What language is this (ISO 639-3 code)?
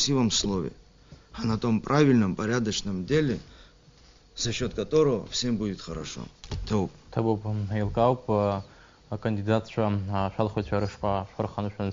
abk